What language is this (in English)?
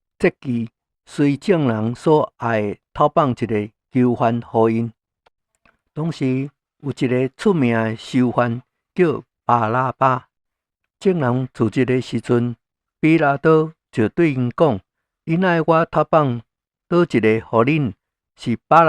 Min Nan Chinese